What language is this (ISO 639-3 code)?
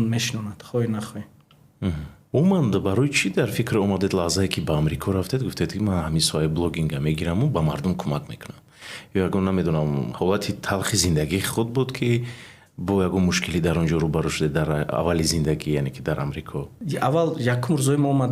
tgk